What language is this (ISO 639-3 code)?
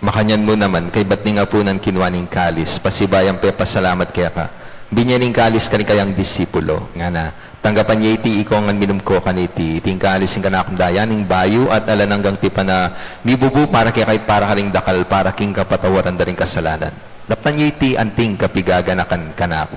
pam